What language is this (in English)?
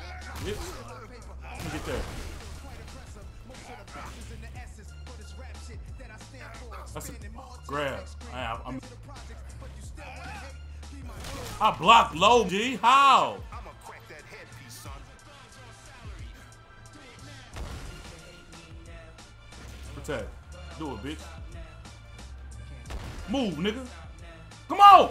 English